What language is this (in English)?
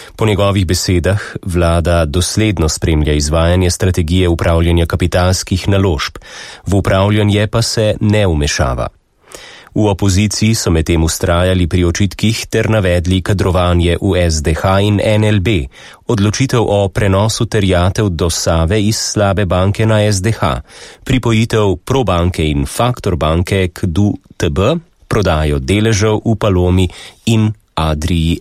Slovenian